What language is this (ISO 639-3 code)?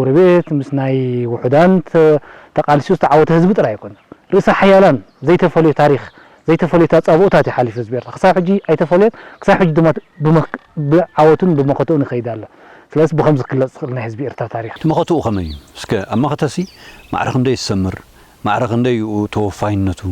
tir